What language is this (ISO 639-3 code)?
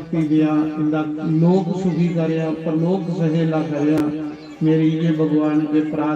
doi